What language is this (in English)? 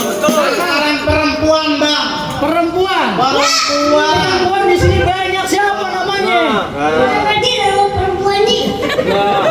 Betawi